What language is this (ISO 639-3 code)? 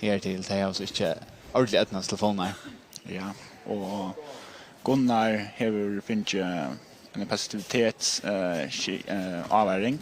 fao